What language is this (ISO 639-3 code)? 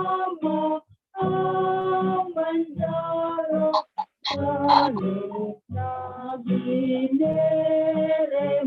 bts